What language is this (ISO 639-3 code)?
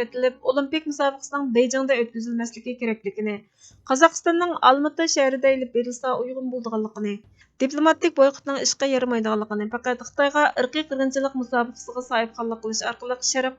uig